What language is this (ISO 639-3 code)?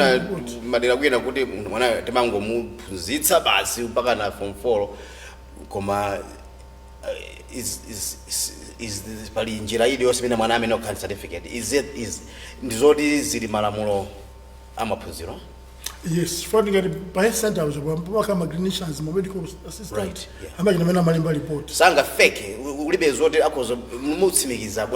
nya